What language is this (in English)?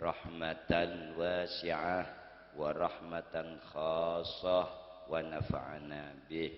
Madurese